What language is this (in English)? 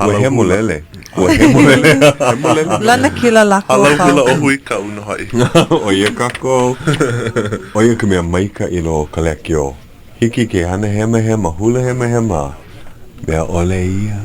Hawaiian